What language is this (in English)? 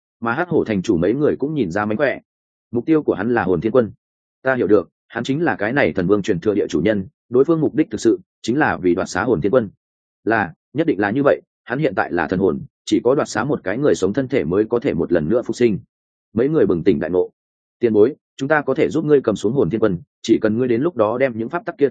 Vietnamese